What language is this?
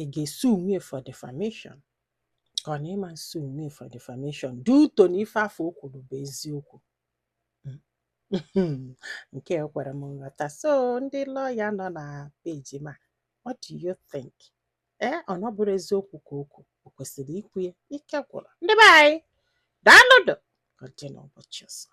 Igbo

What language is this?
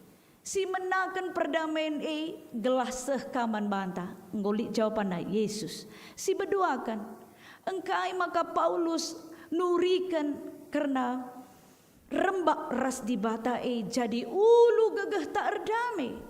Batak Karo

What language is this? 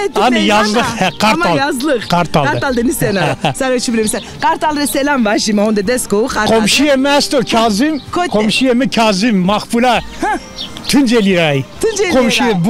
Zaza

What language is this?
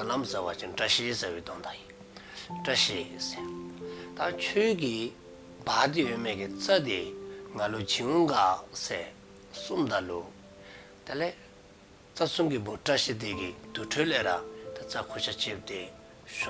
Dzongkha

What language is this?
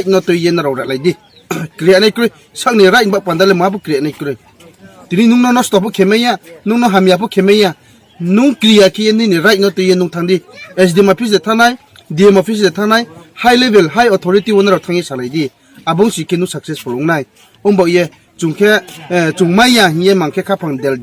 Riang (India)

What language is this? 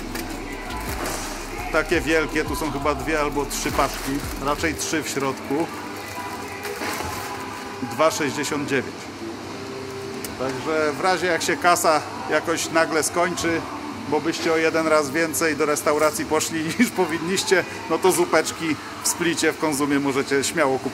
Polish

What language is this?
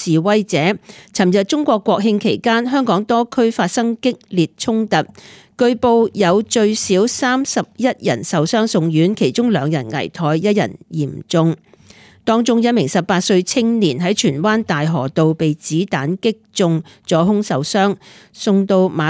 Cantonese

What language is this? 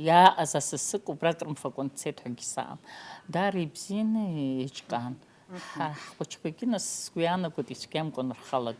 Abkhazian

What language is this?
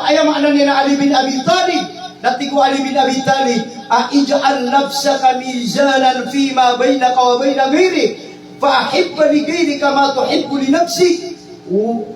Maranao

